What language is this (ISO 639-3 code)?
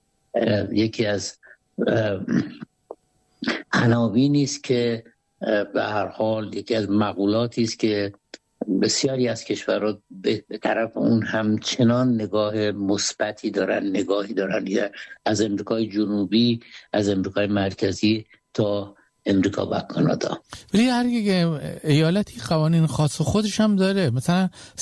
fas